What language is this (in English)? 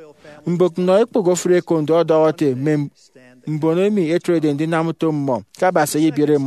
Efik